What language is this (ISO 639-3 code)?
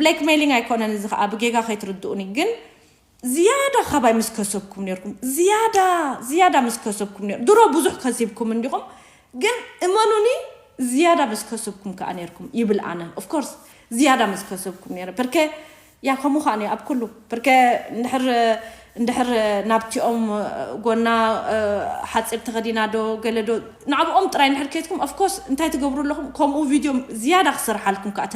tir